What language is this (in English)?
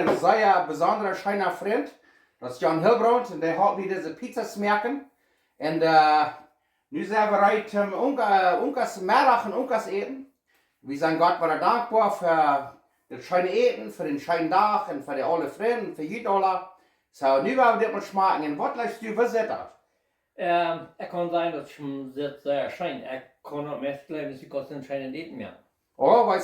Plautdietsch